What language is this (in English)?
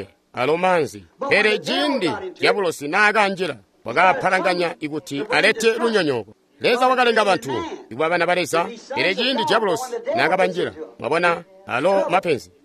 Tonga (Zambia)